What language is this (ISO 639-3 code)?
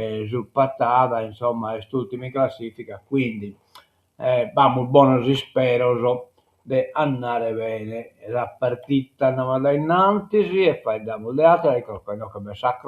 srd